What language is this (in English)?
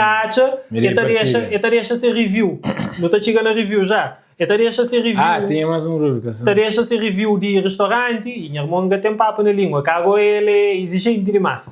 Kabuverdianu